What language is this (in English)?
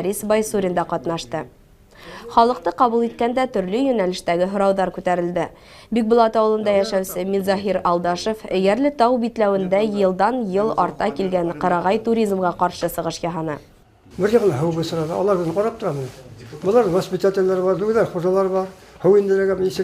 Bashkir